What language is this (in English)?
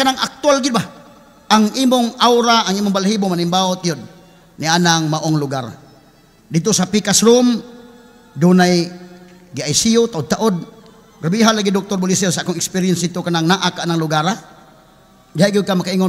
Cebuano